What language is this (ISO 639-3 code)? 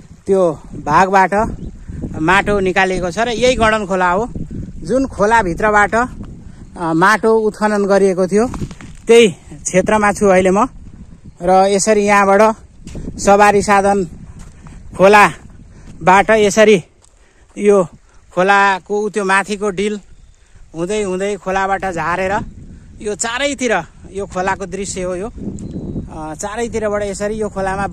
nep